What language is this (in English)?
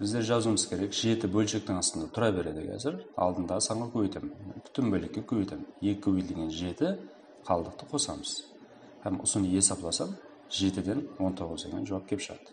Kara-Kalpak